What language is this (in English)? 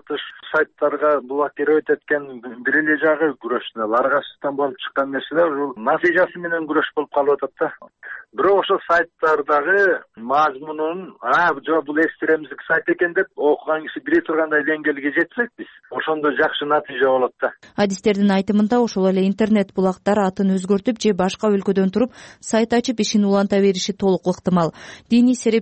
Kyrgyz